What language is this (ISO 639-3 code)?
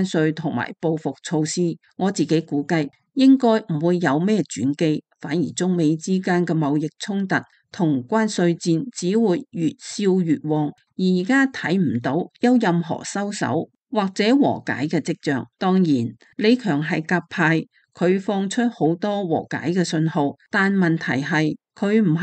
yue